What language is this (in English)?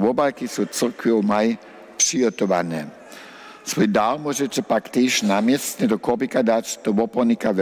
Upper Sorbian